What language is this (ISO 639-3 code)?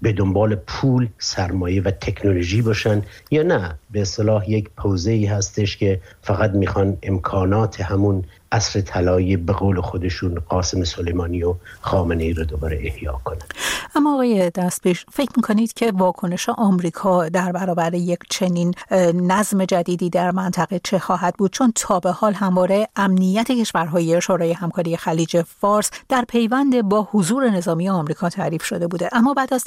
fas